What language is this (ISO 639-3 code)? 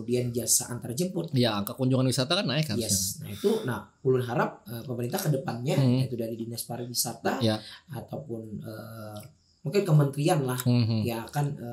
bjn